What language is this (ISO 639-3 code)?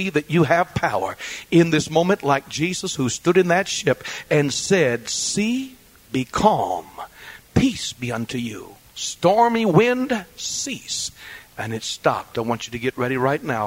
eng